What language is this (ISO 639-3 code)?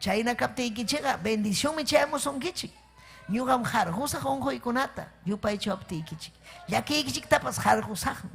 quy